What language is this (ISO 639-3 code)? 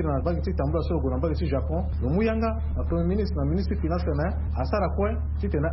sag